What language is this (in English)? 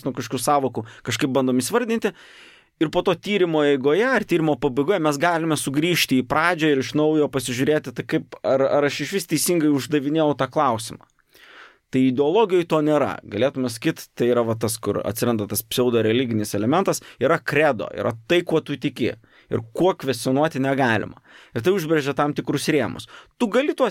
Lithuanian